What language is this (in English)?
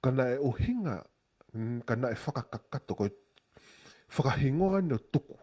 Tongan